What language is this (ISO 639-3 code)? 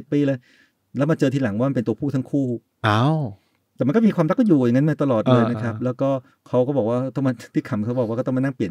tha